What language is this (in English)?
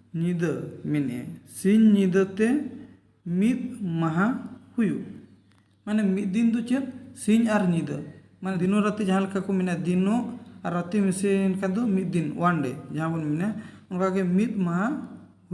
Santali